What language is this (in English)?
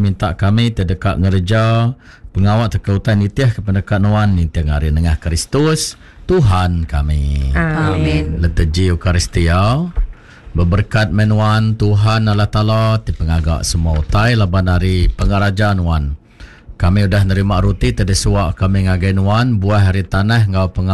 Iban